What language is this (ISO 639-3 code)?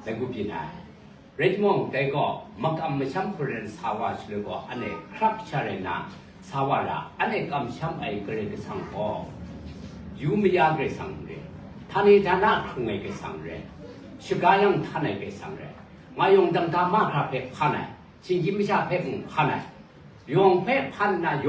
kac